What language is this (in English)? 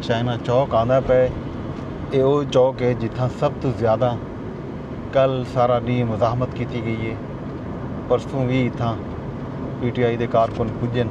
Saraiki